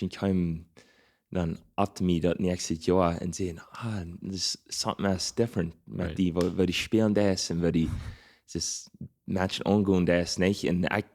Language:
Plautdietsch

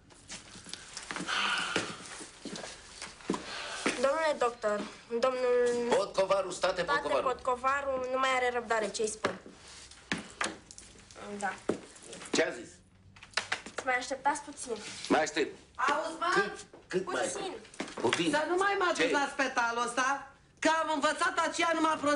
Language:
Romanian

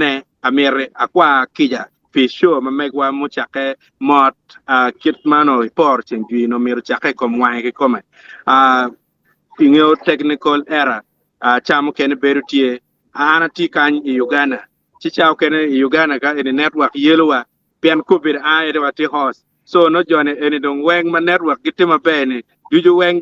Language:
Acoli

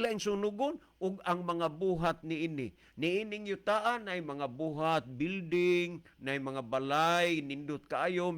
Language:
Cebuano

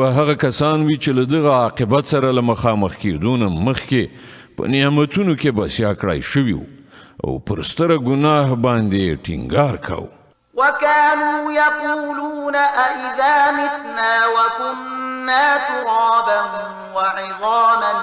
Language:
Pashto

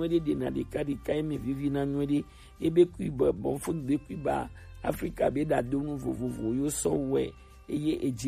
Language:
Gen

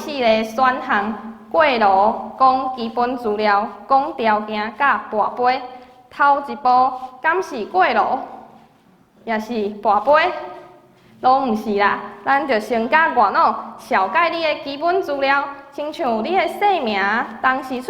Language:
Min Nan Chinese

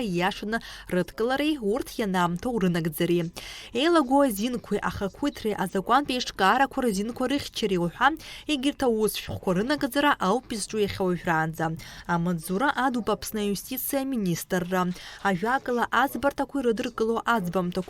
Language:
Abkhazian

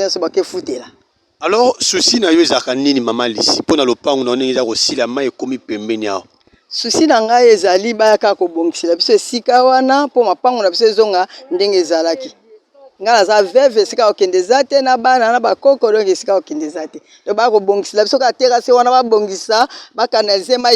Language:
Lingala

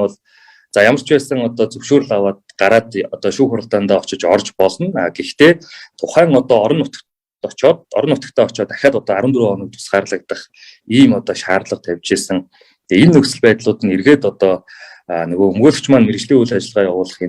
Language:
Mongolian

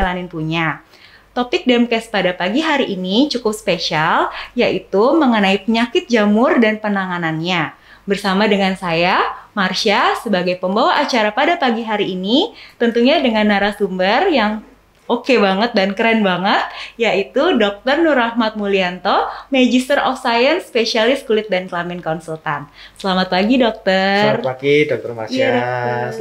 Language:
Indonesian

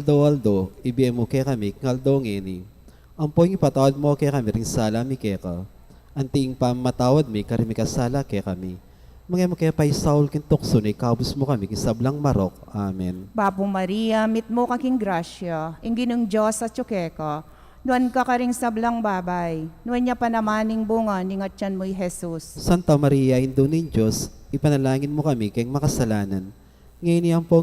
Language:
Pampanga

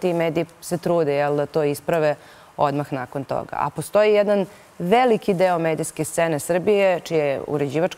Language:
Serbian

